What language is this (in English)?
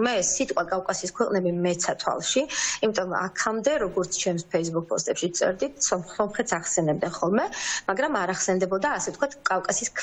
Georgian